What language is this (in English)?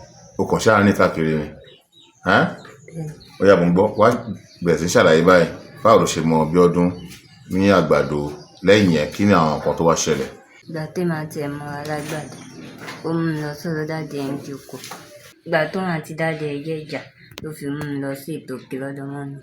Yoruba